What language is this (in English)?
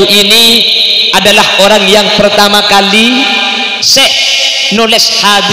Madurese